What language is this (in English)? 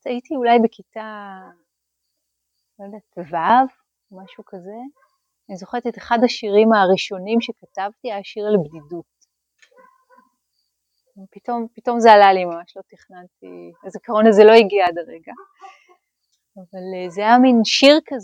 Hebrew